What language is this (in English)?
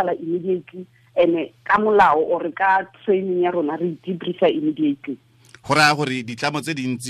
Tswana